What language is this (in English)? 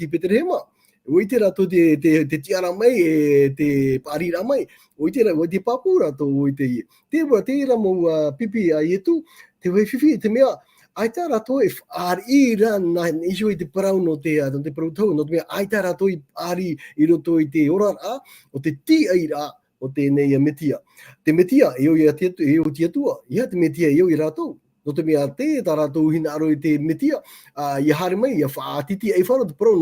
Tahitian